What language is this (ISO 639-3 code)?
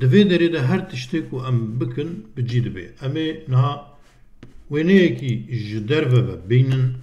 kur